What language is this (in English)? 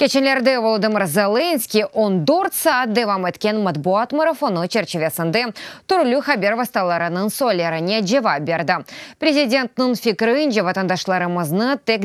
Crimean Tatar